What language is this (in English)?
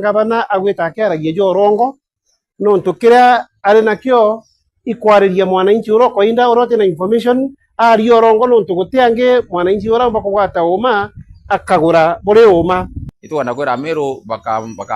Meru